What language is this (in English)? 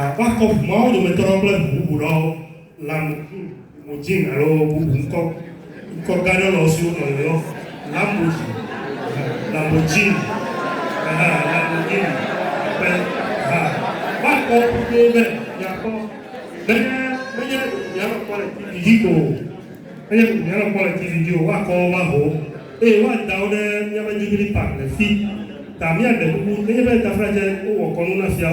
Ewe